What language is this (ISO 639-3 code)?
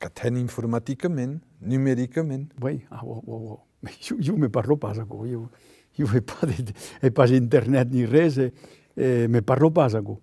oci